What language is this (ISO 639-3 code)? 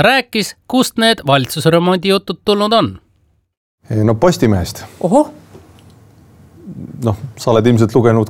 est